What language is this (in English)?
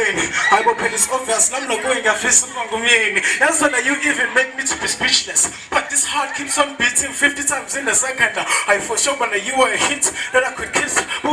Zulu